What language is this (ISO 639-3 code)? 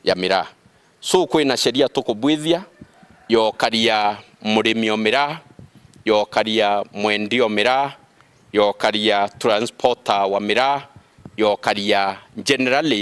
mer